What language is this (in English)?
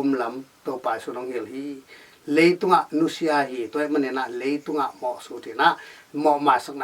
Tedim Chin